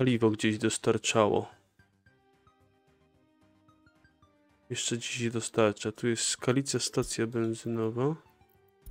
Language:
Polish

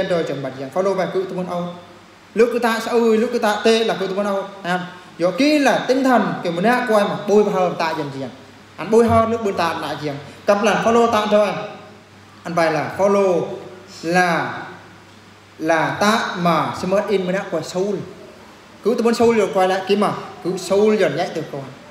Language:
Eastern Bru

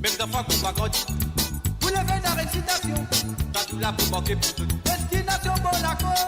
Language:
Morisyen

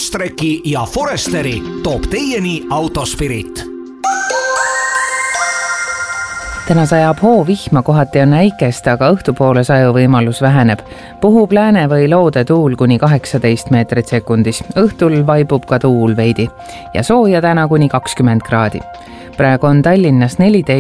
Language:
Estonian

